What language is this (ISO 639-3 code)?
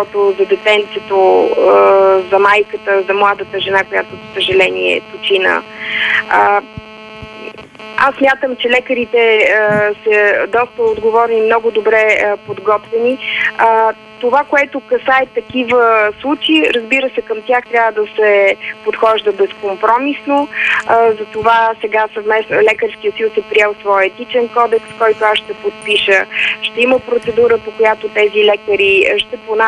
bul